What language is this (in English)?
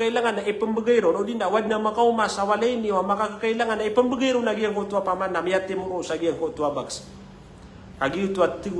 Maranao